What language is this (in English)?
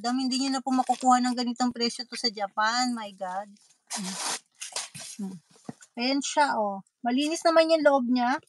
Filipino